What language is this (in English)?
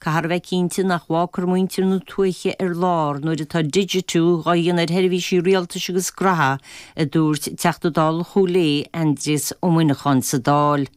Irish